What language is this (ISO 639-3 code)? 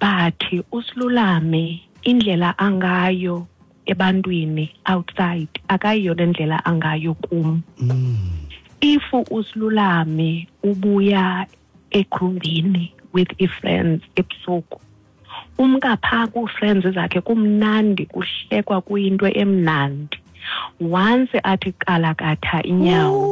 xho